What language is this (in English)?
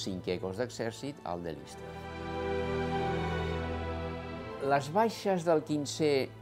Catalan